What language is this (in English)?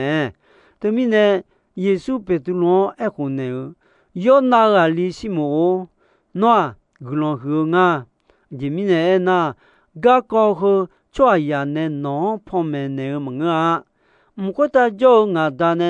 Akha